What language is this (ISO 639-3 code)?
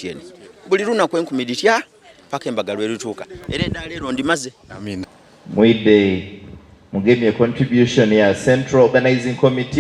xog